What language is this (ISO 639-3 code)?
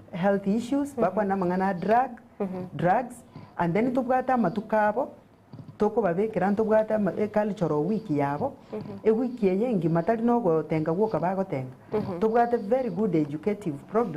guz